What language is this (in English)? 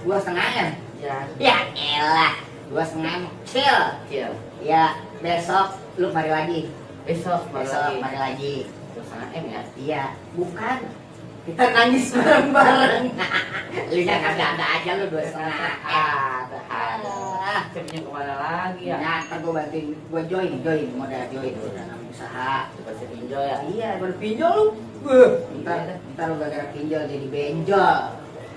Betawi